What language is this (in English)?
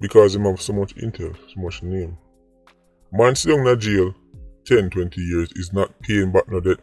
Jamaican Creole English